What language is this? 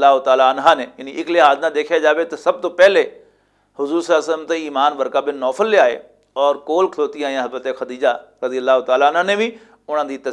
Western Panjabi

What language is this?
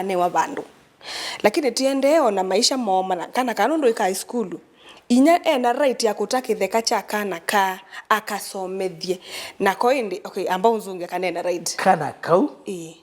Kamba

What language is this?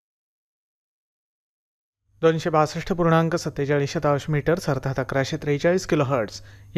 Marathi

